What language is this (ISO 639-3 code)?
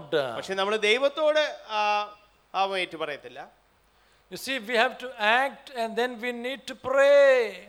mal